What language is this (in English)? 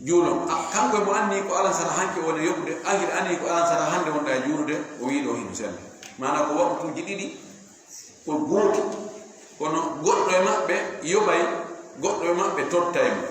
Fula